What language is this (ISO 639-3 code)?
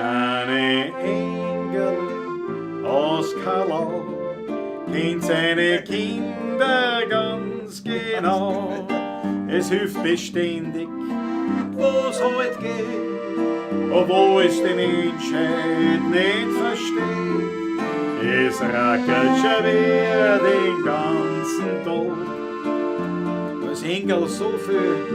bar